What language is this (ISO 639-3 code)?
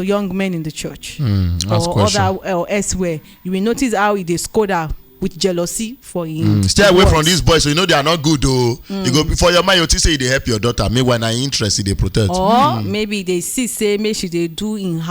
pcm